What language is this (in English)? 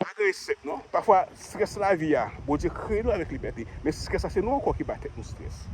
Haitian Creole